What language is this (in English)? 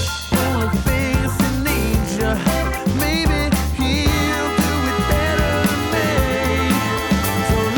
English